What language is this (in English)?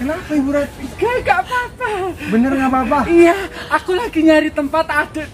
Betawi